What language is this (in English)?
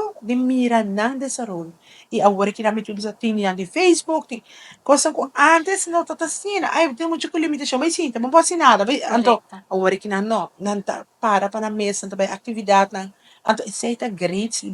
Papiamento